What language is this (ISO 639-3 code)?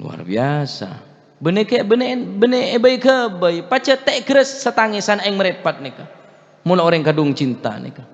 mad